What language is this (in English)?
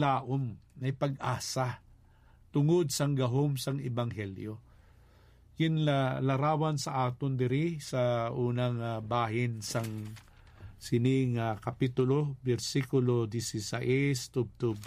Hiligaynon